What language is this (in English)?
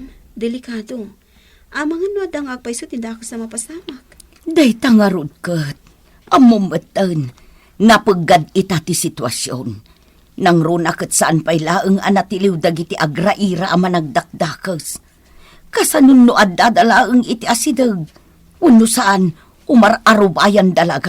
Iloko